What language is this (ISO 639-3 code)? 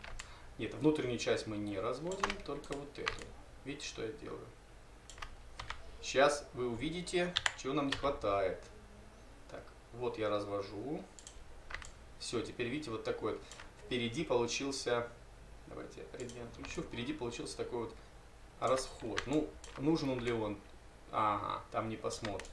rus